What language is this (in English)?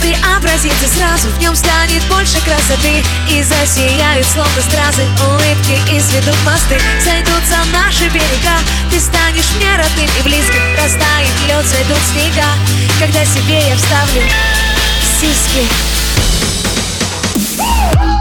Russian